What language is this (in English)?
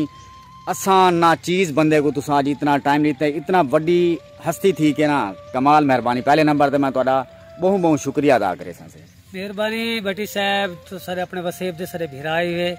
Saraiki